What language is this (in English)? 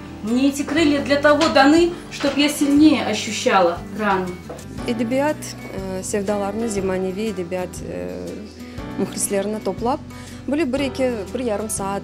Crimean Tatar